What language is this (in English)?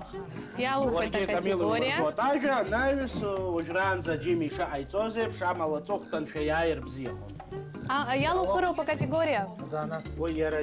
Abkhazian